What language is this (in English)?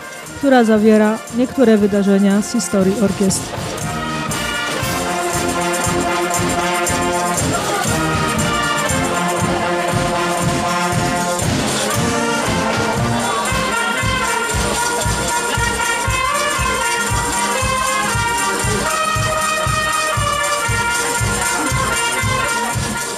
Polish